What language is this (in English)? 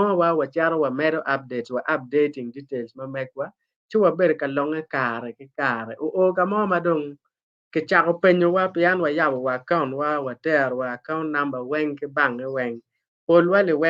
Acoli